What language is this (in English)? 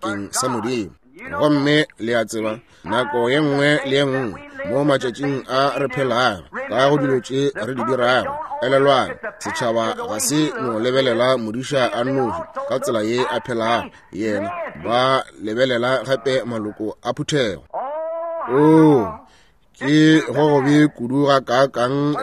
Northern Sotho